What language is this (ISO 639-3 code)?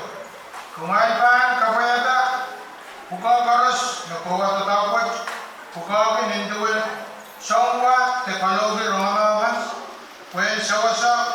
pon